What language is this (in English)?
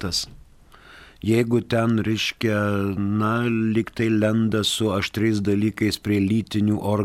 Lithuanian